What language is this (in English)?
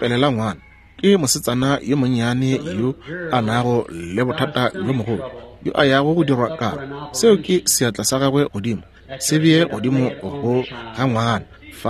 Northern Sotho